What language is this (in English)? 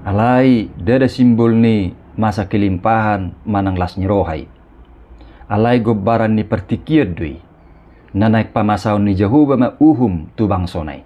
Batak Toba